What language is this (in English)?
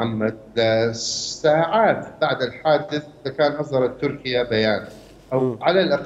Mesopotamian Arabic